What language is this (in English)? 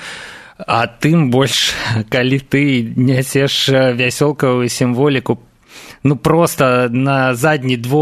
Belarusian